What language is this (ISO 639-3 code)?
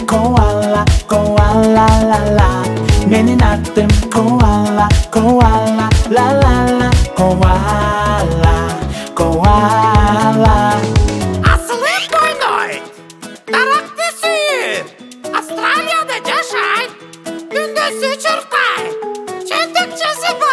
kir